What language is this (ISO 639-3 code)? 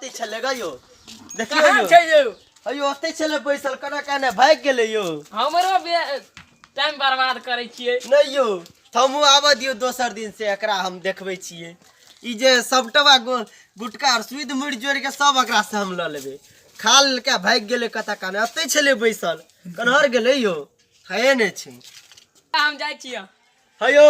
mai